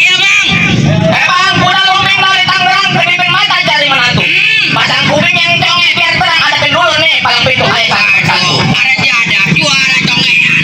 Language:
Betawi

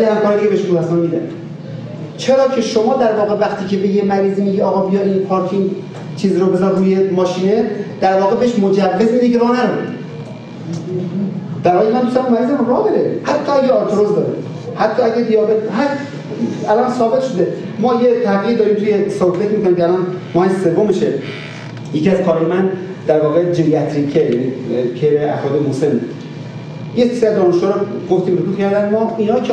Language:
Persian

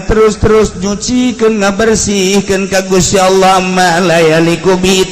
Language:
Sundanese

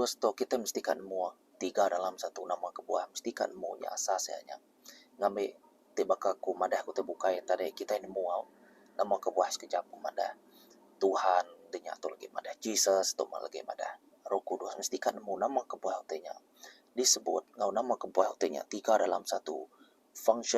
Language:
Iban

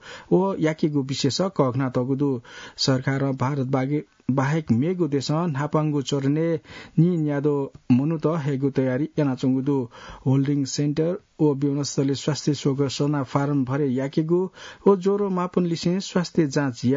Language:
Newari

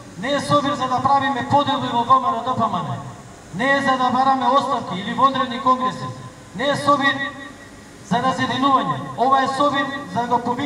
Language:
Macedonian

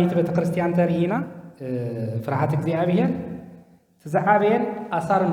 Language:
Tigrinya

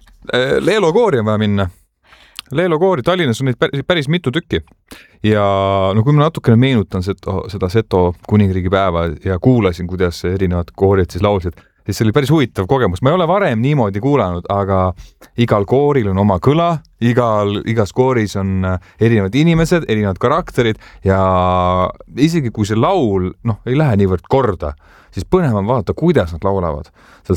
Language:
Estonian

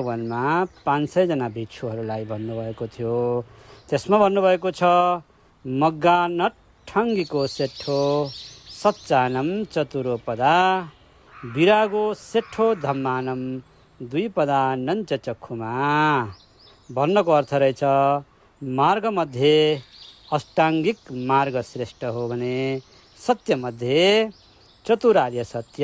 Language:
Nepali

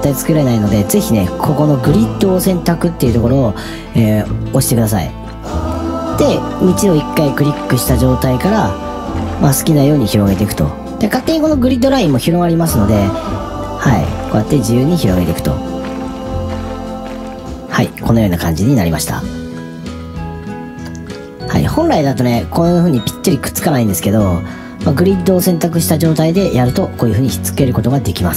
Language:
Japanese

